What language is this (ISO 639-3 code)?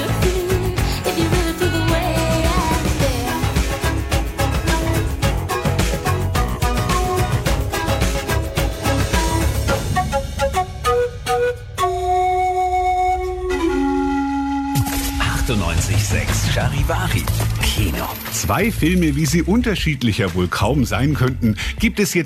deu